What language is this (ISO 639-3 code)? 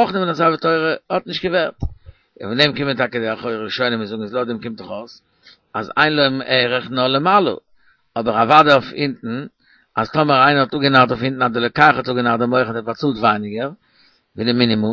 yid